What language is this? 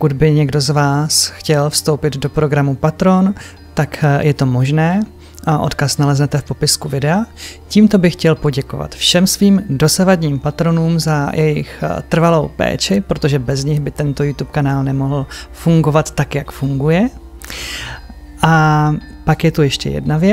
Czech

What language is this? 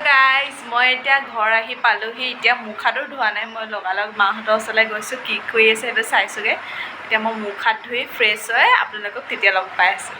Assamese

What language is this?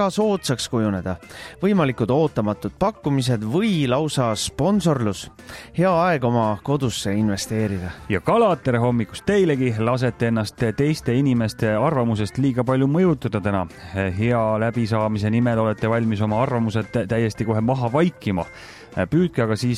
Estonian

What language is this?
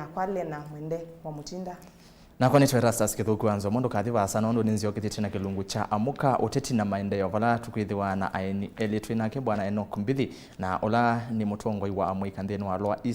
Kamba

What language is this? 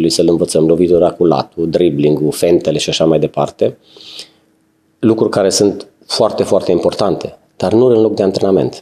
Romanian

